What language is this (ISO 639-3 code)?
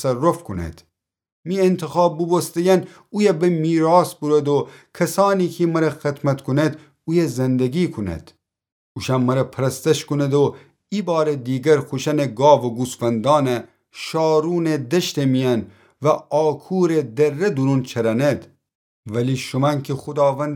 glk